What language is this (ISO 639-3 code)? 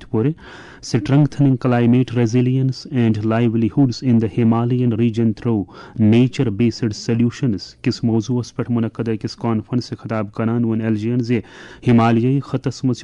kas